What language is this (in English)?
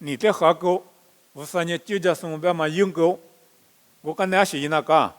Lisu